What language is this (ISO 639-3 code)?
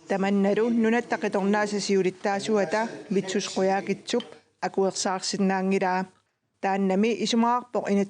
kal